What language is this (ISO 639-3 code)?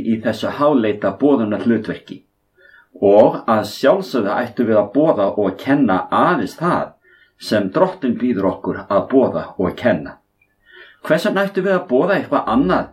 isl